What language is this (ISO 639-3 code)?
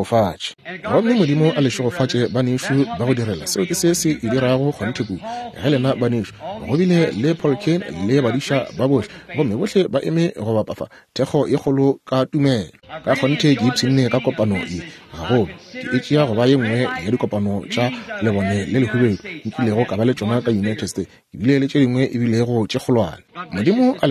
nso